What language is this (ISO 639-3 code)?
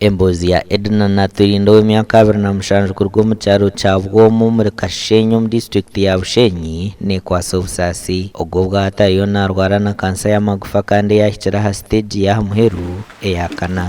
nyn